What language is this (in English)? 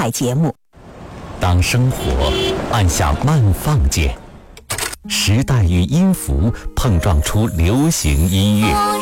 Chinese